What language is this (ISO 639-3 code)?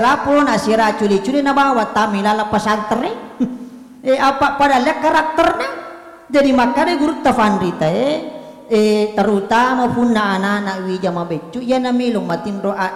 bug